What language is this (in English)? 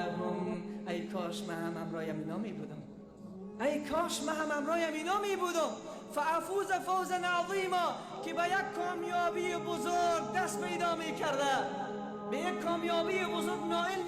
Persian